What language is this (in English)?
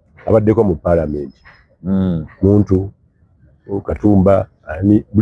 Ganda